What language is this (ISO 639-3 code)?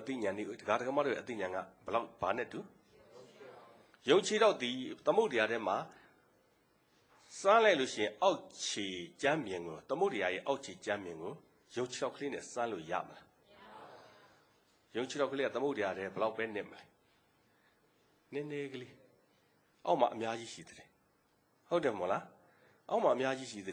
mya